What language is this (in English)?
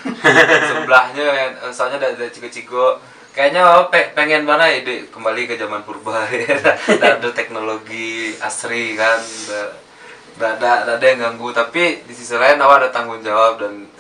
Minangkabau